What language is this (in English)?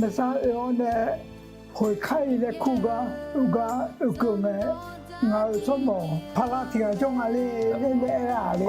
Akha